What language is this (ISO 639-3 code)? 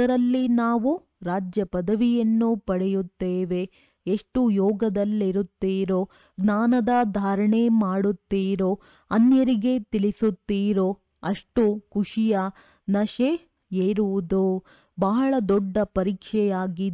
kan